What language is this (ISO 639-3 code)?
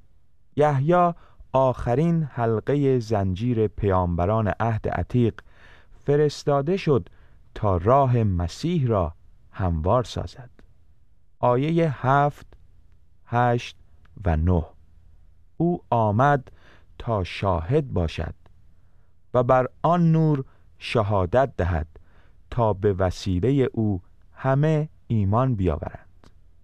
fas